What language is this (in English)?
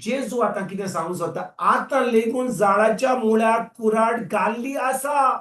Konkani